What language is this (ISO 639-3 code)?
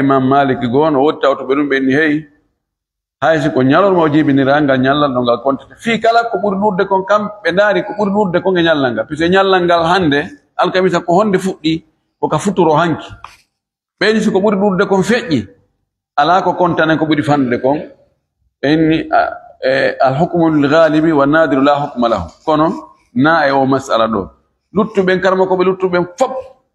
ful